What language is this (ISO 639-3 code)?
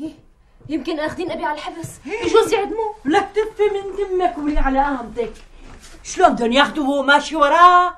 apc